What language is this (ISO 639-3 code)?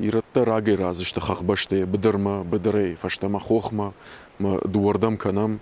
oss